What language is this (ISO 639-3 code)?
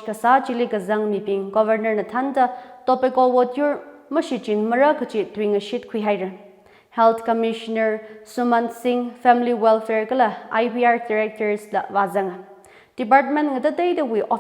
nmf